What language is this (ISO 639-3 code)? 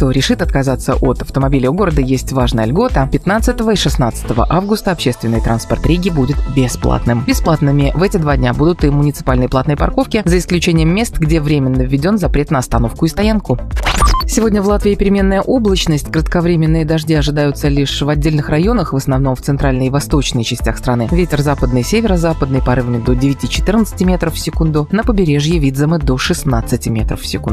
rus